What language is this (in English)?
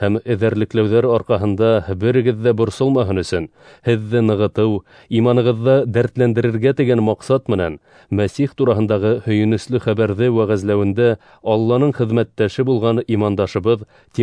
Bashkir